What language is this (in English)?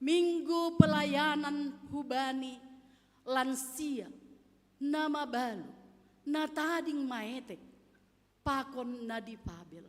Batak Simalungun